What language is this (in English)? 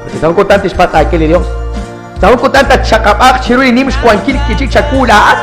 Kekchí